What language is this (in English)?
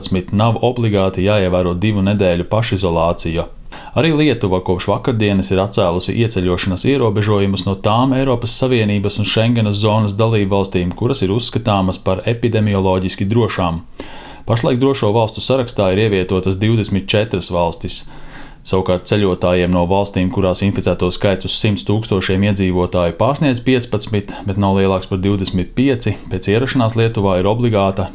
Latvian